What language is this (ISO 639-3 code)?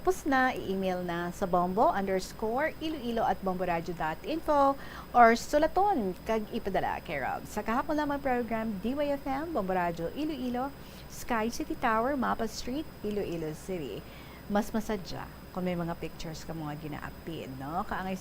hil